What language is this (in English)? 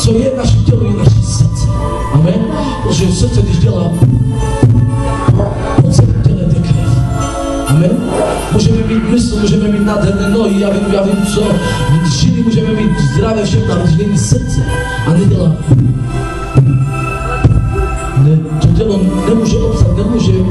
Czech